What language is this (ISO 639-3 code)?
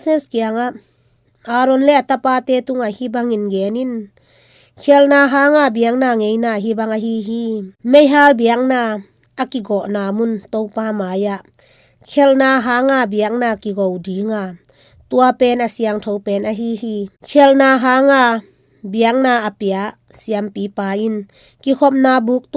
ctd